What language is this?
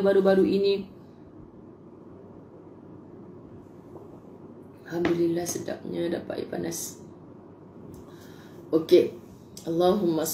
Malay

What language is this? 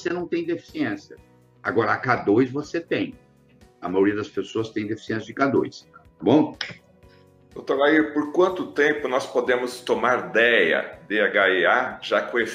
Portuguese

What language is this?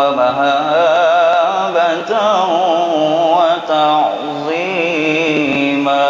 Banjar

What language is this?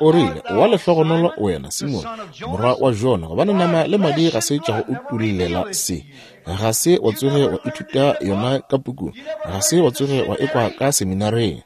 Northern Sotho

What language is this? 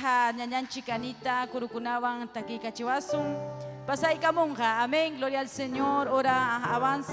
Ayacucho Quechua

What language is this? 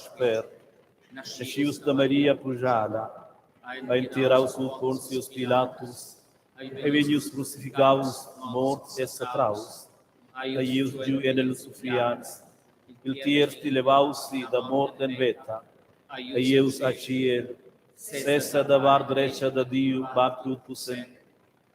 Romansh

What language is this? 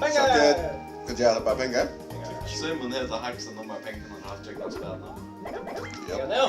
Faroese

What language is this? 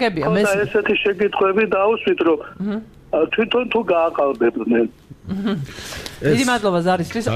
Georgian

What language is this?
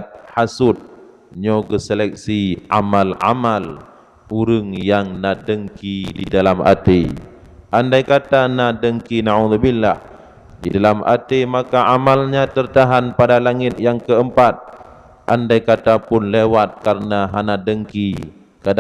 Achinese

